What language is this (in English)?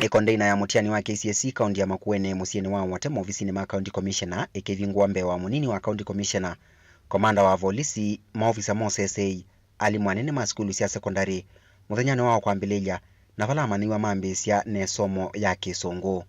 Kamba